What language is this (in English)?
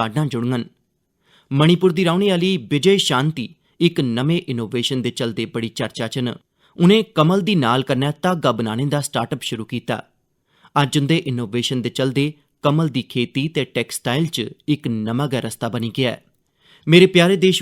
Dogri